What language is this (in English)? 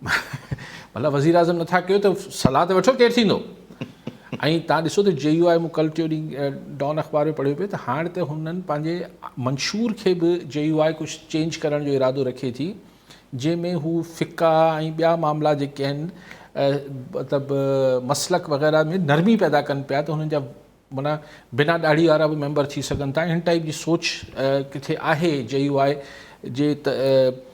Sindhi